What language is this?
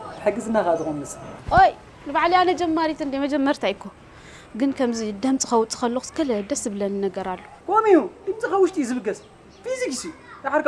Tigrinya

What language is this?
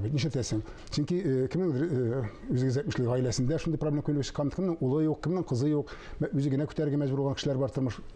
Tatar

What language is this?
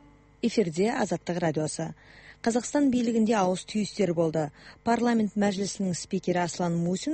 Kazakh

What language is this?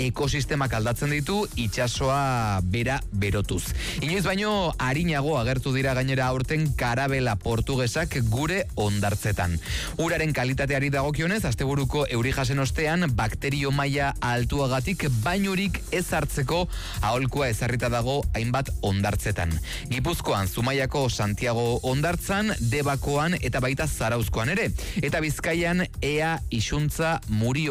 Basque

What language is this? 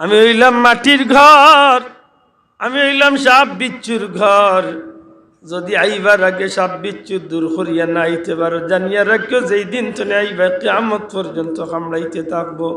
Sylheti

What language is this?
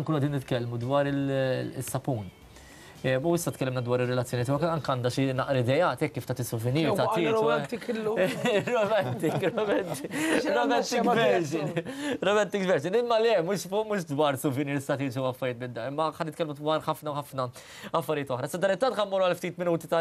Maltese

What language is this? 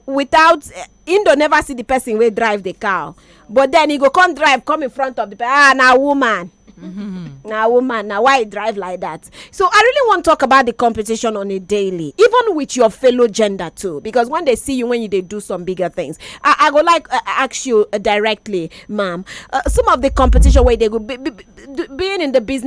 Nigerian Pidgin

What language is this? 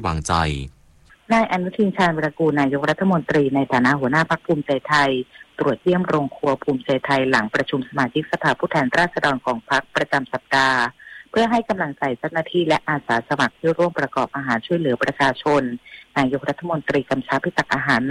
Thai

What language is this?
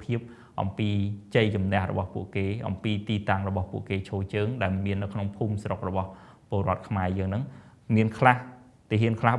Khmer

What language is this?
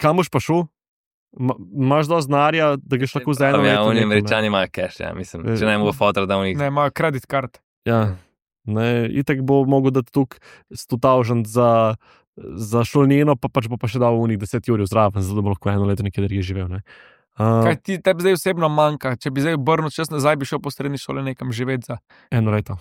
Slovenian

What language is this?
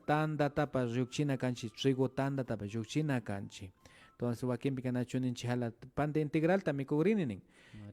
Imbabura Highland Quichua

